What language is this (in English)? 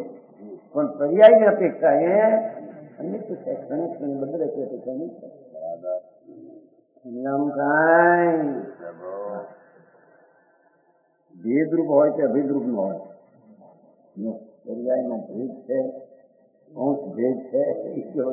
Gujarati